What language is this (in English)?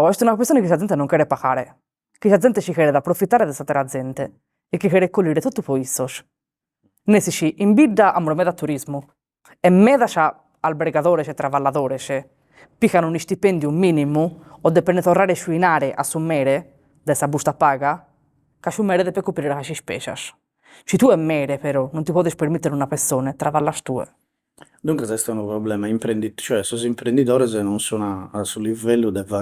Sardinian